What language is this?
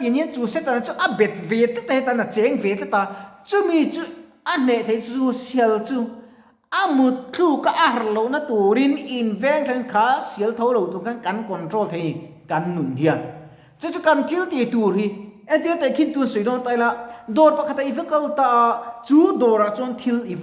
Mizo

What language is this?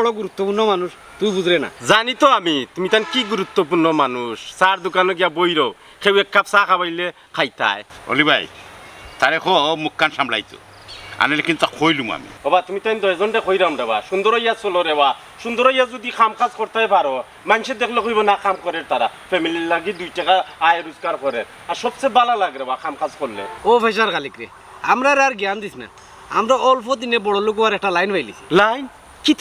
Sylheti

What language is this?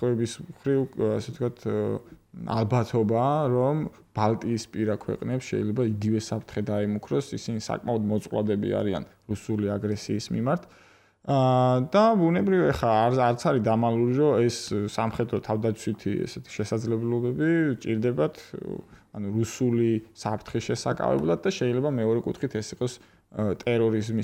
Georgian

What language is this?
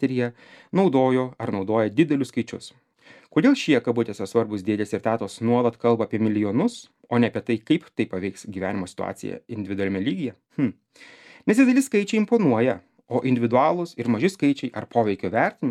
Lithuanian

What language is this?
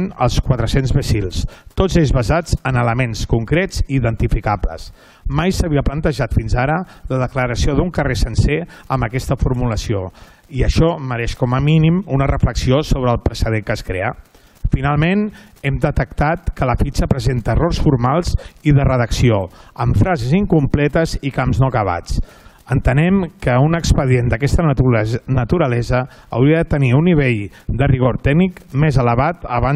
Catalan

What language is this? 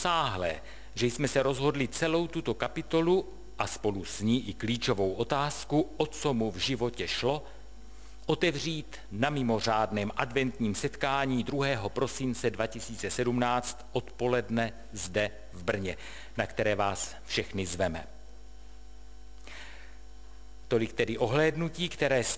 Czech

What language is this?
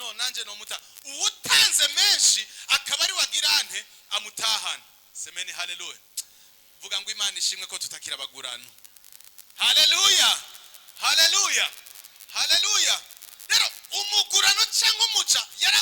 Rundi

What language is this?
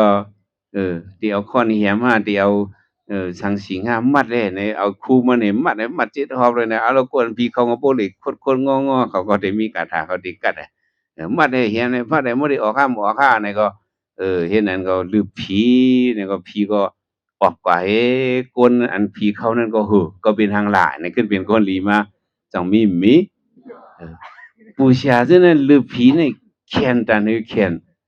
Shan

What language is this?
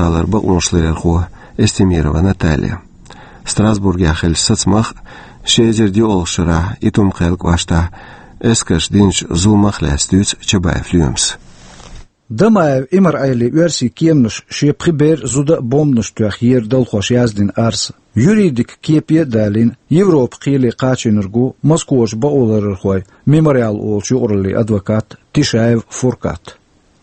Chechen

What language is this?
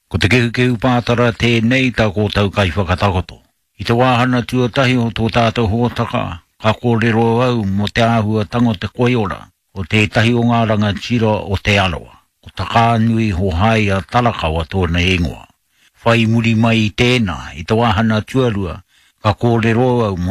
Māori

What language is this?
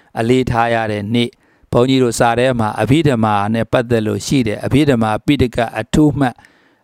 Burmese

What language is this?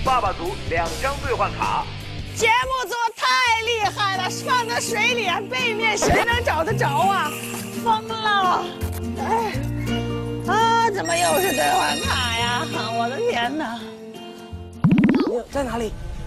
Chinese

